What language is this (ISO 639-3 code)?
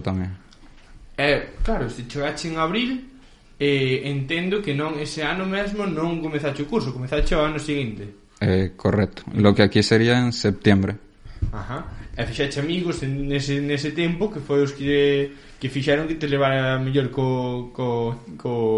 glg